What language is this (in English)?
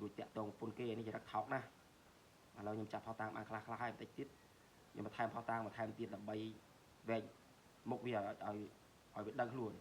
Khmer